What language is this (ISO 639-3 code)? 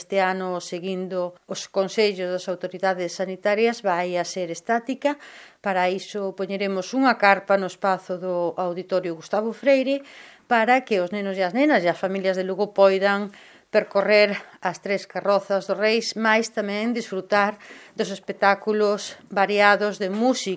glg